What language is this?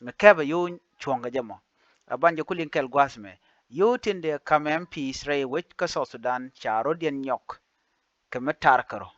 Nuer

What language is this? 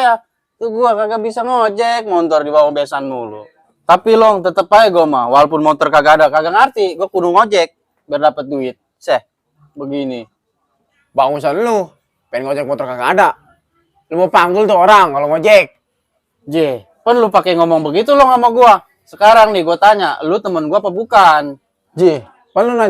Betawi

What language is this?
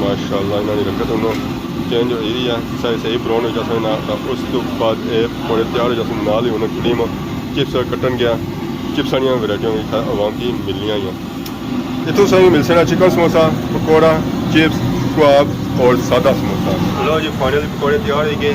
Pahari-Potwari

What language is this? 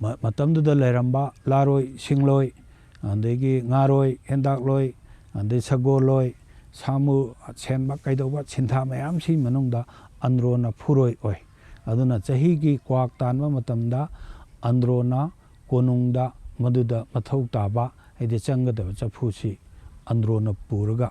Manipuri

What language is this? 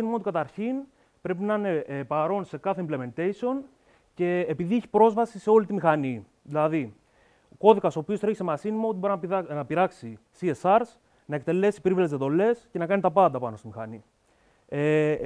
Greek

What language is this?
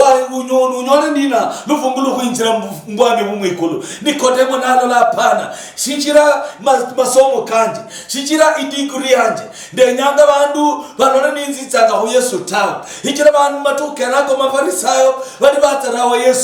Luyia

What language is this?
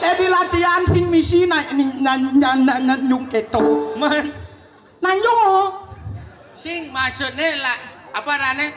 Balinese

